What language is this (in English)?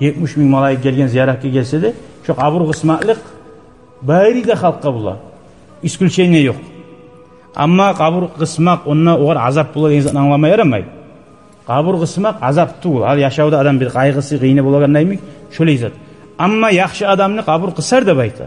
Kumyk